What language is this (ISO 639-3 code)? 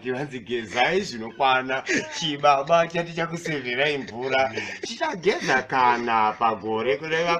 sna